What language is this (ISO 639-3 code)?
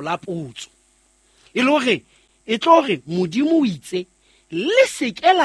sot